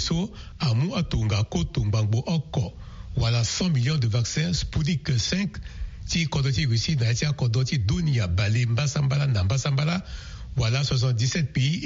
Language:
Sango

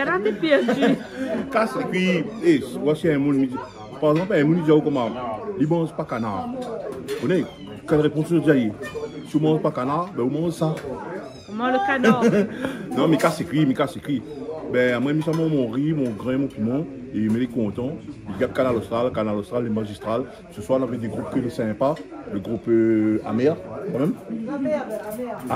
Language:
Réunion Creole French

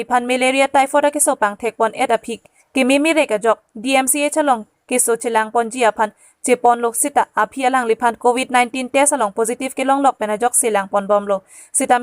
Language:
Karbi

